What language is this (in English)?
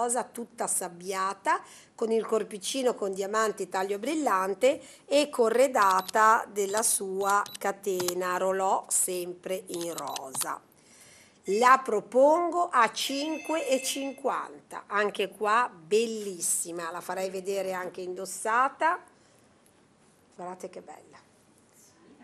Italian